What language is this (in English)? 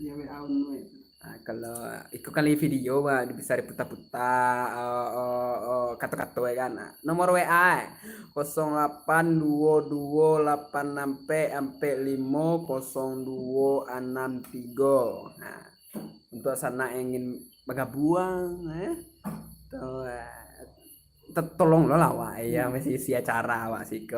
Minangkabau